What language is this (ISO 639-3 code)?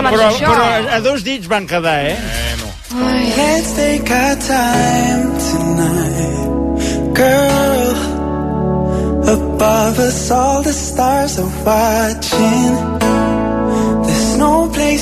cat